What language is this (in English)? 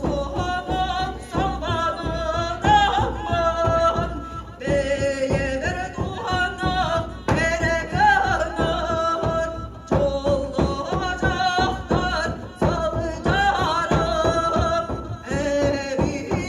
Yakut